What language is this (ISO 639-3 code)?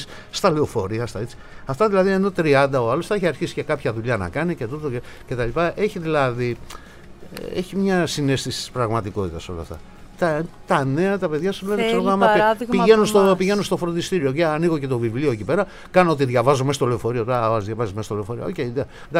ell